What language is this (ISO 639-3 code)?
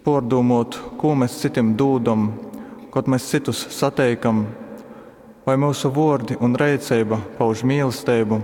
ltg